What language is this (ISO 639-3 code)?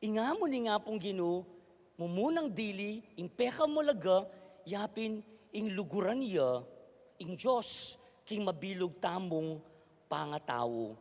pam